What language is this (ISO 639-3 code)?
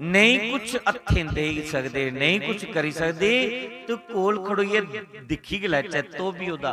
doi